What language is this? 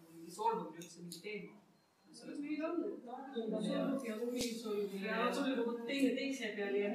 Estonian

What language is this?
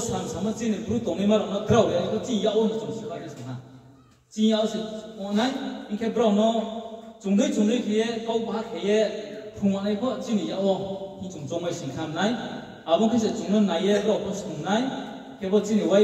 Riang (India)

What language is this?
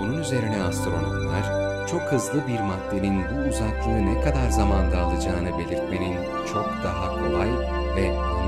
Turkish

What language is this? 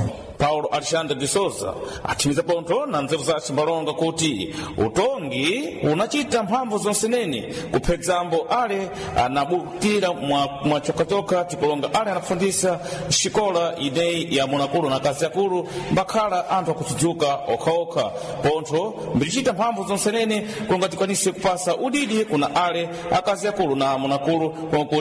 Sena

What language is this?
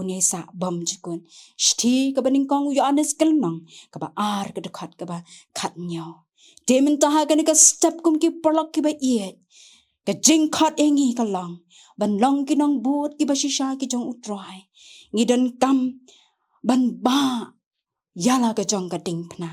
Khasi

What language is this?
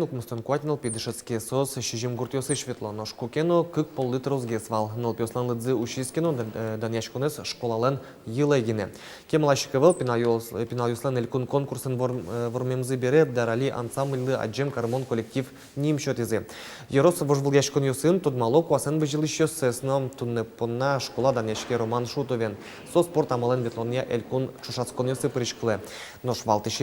Udmurt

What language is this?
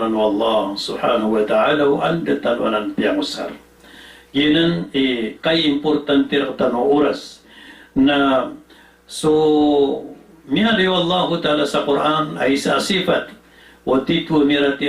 Maranao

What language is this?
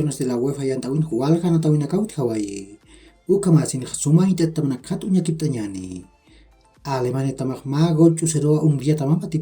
Aymara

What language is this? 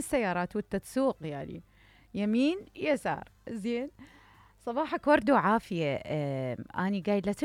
Mesopotamian Arabic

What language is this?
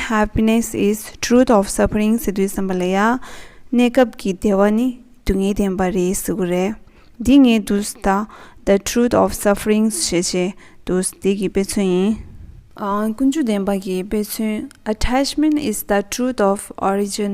Tibetan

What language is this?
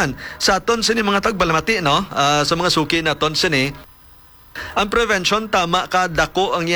Hiligaynon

